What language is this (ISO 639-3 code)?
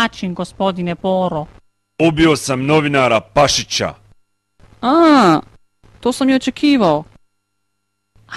bos